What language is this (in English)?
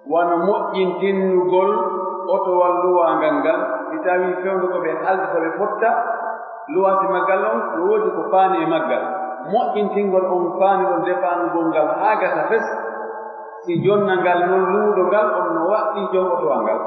Pular